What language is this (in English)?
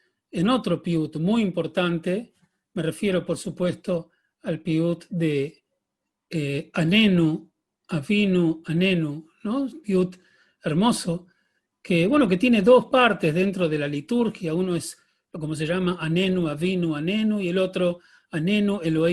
Ladino